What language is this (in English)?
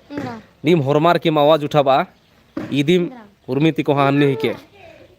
Kurukh